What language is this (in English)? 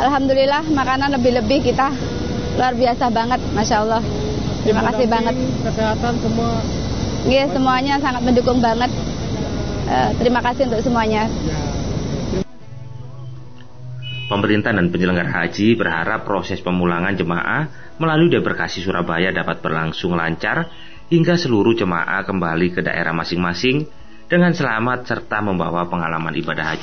Indonesian